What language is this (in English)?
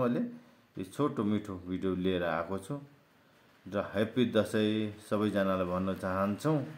Nepali